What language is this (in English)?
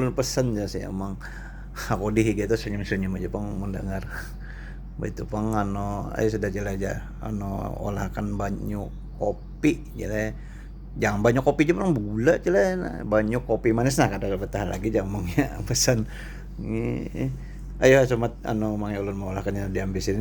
Banjar